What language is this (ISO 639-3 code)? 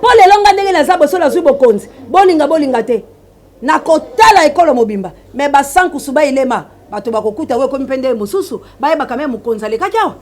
lin